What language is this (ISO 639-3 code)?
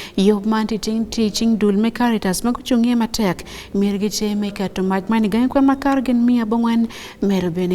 ach